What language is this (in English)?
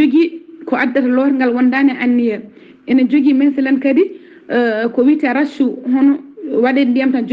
Fula